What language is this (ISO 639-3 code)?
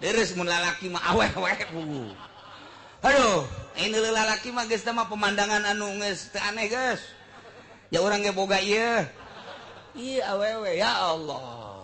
sun